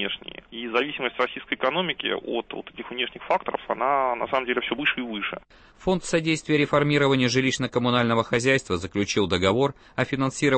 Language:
Russian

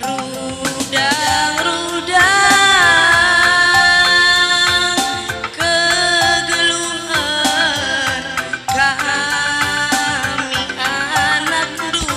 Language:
Batak Karo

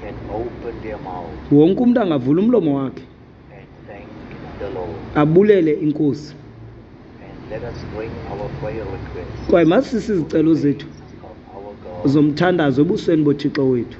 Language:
Xhosa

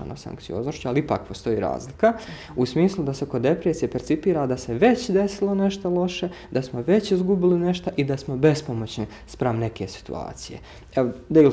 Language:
Bosnian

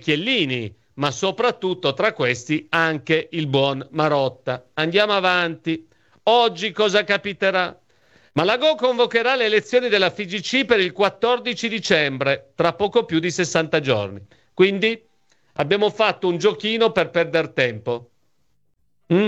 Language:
Italian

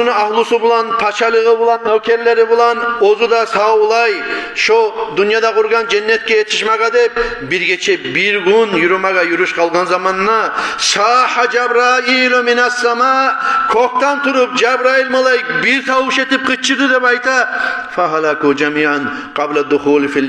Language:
Kumyk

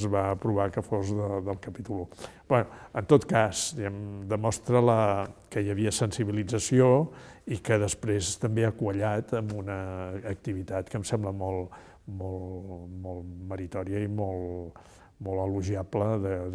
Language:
Catalan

